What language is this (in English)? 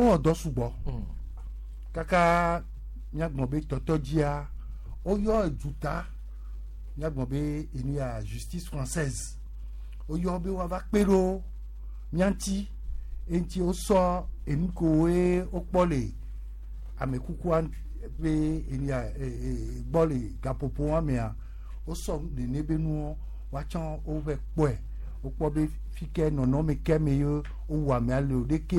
Gen